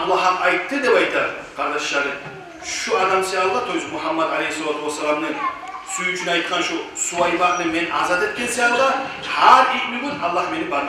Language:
Kumyk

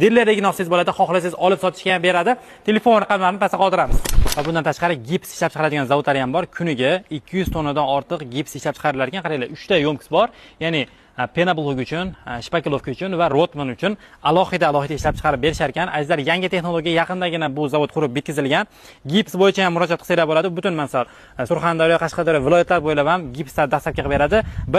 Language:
Uzbek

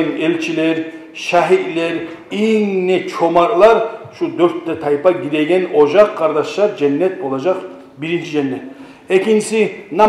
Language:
Kumyk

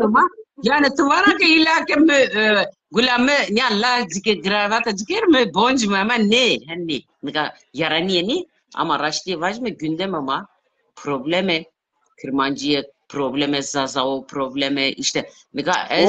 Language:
Zaza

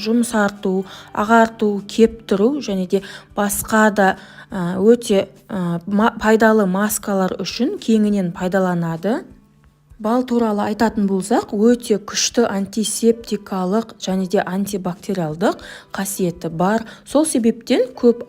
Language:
Kazakh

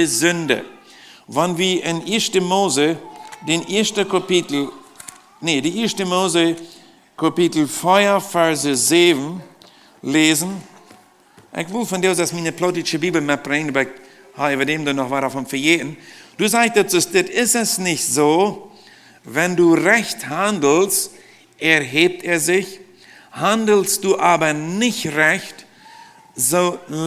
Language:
Plautdietsch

